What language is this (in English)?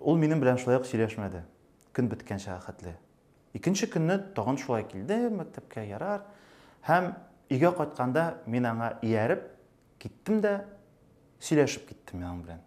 Tatar